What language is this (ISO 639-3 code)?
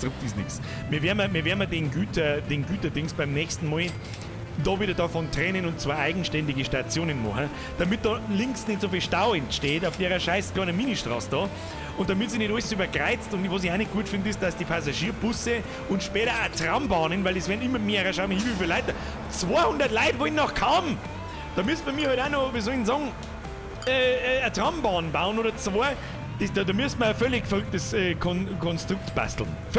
bar